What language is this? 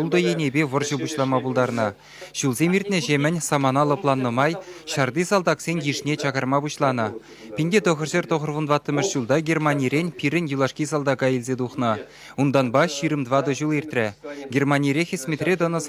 Chuvash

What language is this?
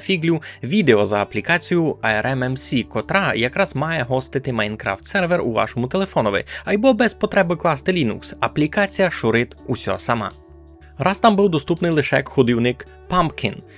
Rusyn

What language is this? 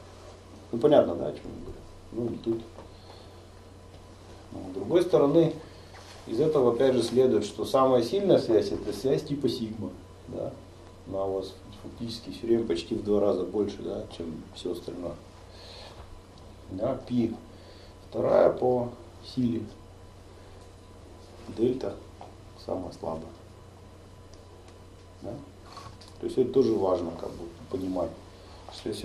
Russian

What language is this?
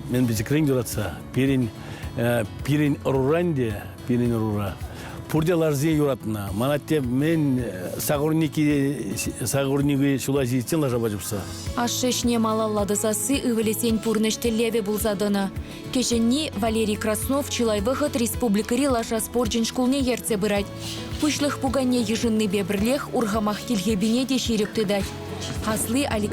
Chuvash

